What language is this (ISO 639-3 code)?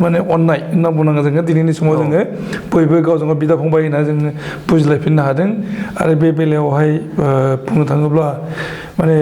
brx